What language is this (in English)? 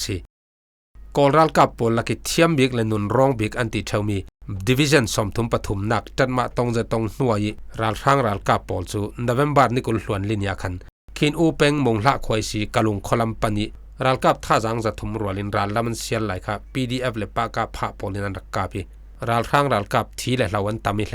Falam Chin